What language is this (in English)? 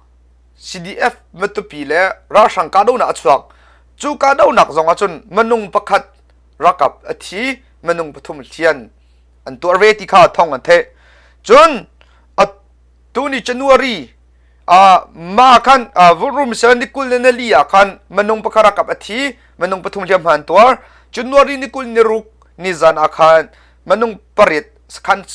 Hakha Chin